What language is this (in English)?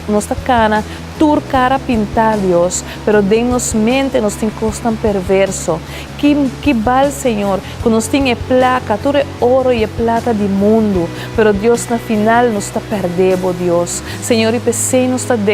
Papiamento